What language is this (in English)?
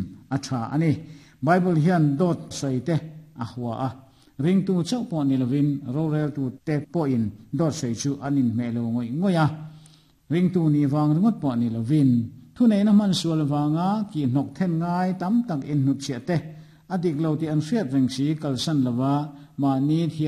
Mizo